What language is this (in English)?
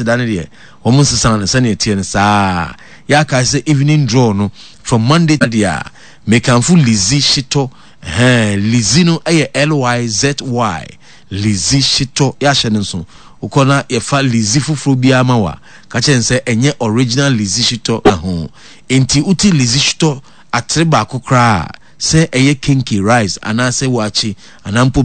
Akan